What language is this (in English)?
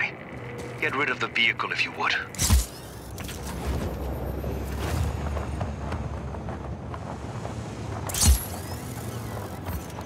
English